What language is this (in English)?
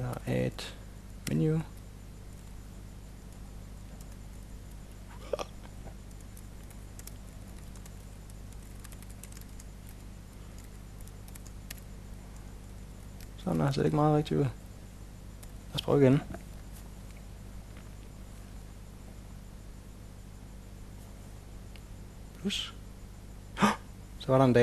Danish